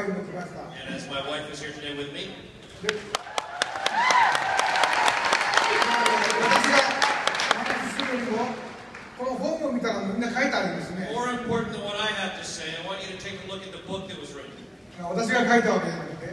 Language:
Japanese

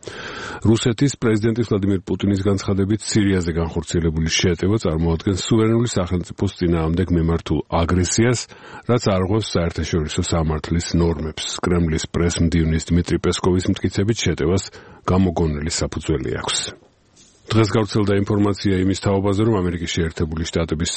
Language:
Georgian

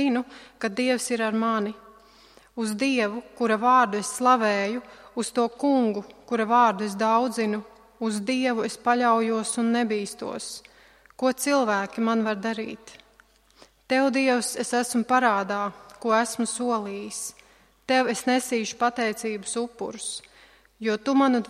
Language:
Latvian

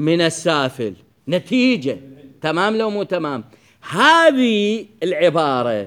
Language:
Mesopotamian Arabic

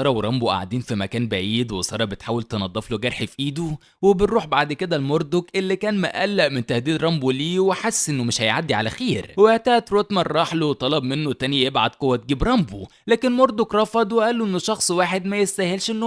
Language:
Egyptian Arabic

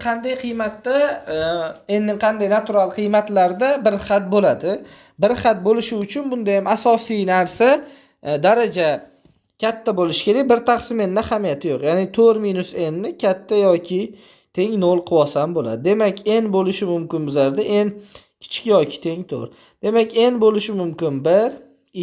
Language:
Uzbek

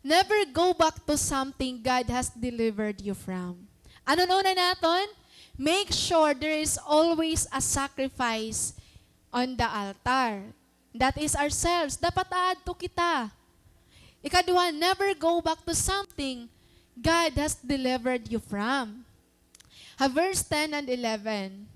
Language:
Waray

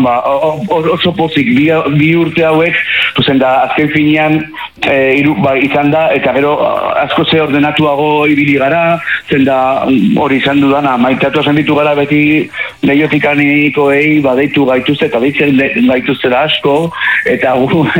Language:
Basque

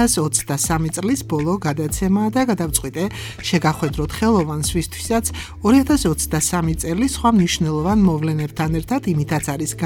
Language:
Georgian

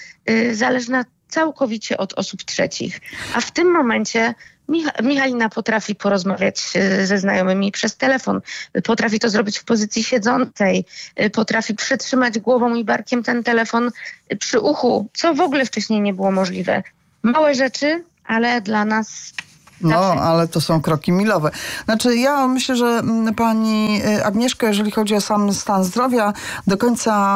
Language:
Polish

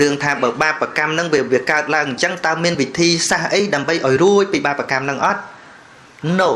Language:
Khmer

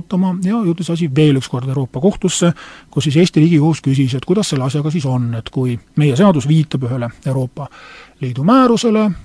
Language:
Estonian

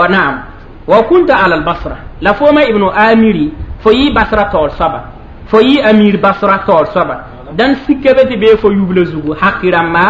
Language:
Mossi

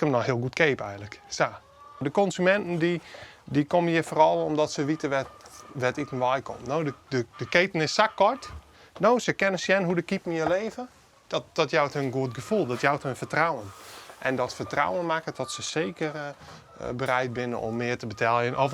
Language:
Western Frisian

